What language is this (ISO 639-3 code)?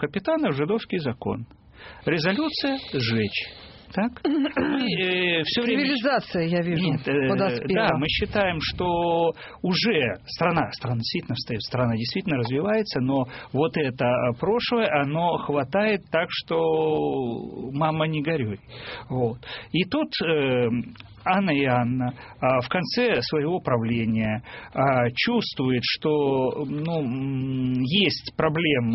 rus